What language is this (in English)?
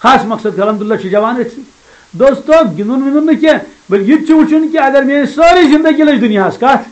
Kashmiri